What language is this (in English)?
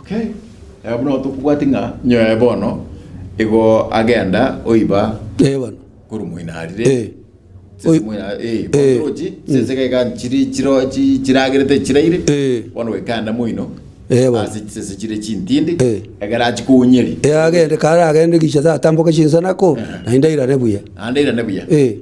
Gusii